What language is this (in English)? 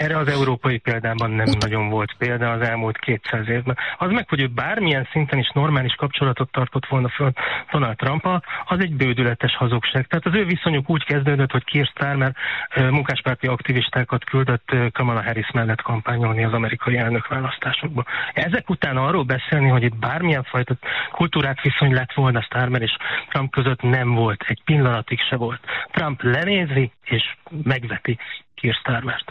Hungarian